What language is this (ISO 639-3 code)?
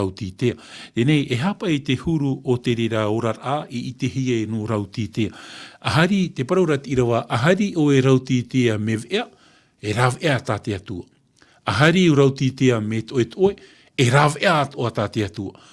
tah